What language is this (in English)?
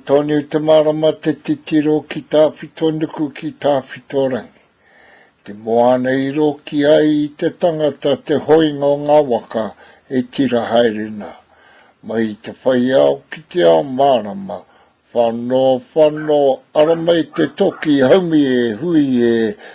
Māori